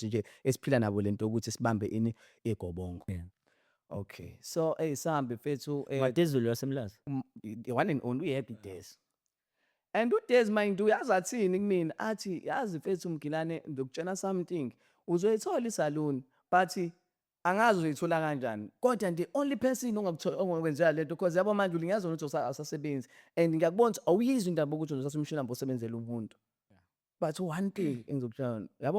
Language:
Zulu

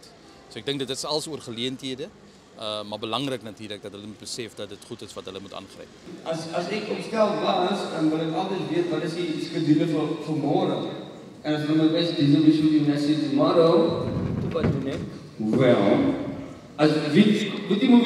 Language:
Afrikaans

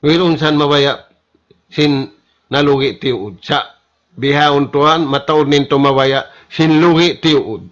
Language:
Tausug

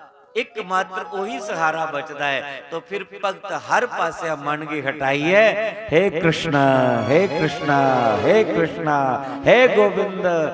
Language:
Dogri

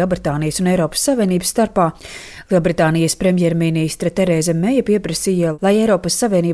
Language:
Latvian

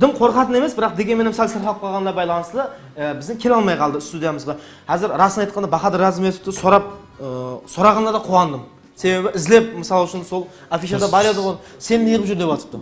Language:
Kara-Kalpak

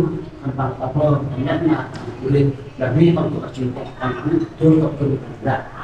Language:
Central Mnong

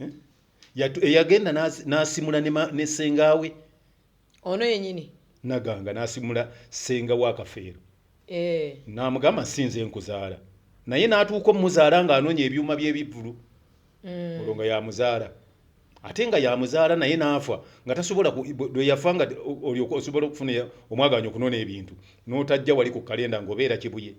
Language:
Ganda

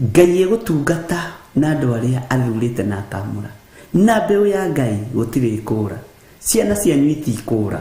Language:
Kikuyu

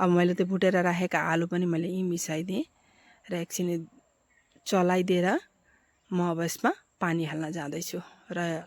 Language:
Nepali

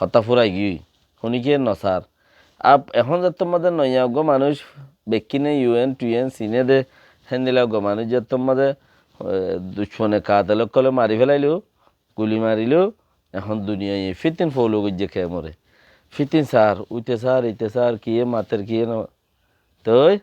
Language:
Rohingya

